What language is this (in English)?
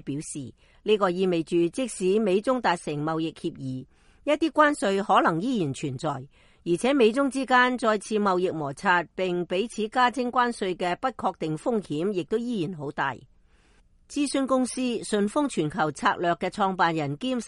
Cantonese